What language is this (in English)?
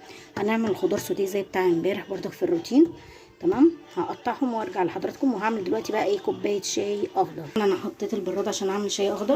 Egyptian Arabic